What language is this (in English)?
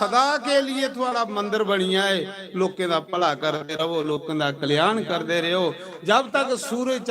Dogri